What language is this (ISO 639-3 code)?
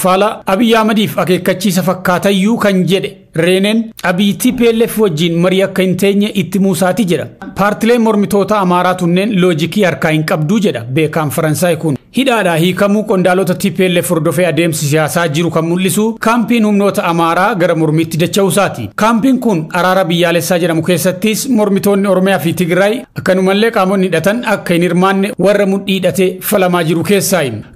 orm